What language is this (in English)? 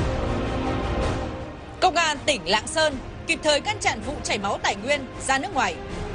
Vietnamese